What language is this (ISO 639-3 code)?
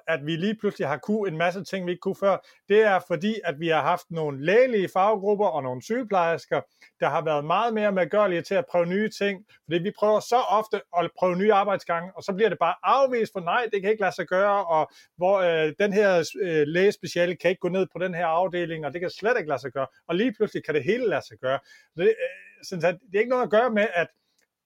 dan